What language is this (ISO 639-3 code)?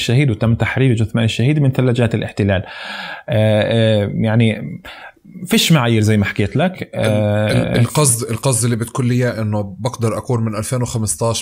apc